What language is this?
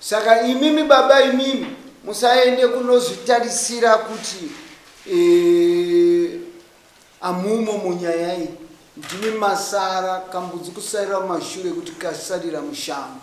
Shona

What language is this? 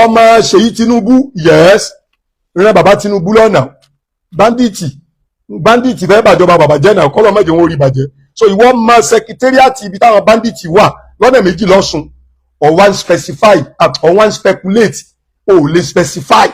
Yoruba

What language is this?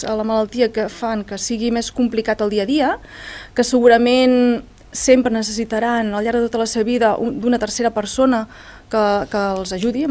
Catalan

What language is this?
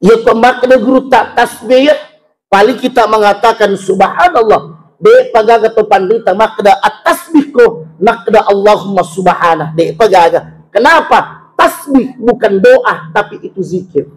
Buginese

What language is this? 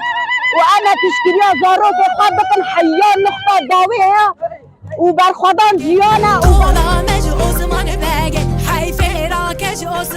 Kurdish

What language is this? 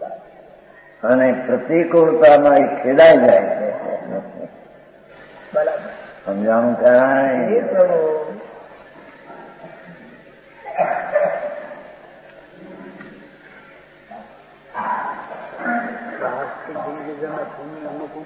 Gujarati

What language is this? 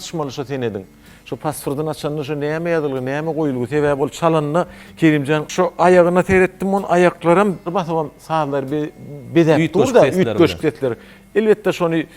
Turkmen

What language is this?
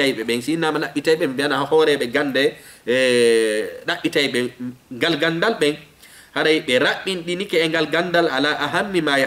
Fula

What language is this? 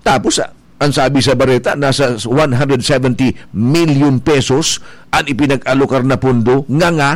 Bikol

